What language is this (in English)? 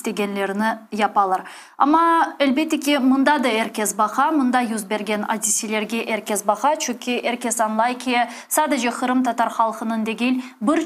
Crimean Tatar